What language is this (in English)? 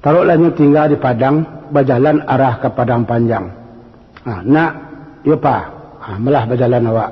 Minangkabau